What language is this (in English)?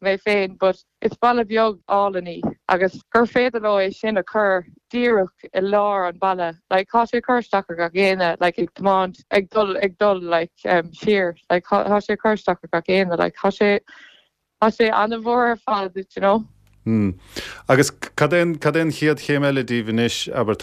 Irish